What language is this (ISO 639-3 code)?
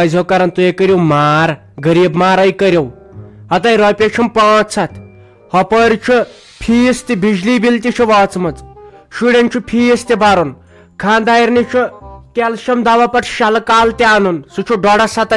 kas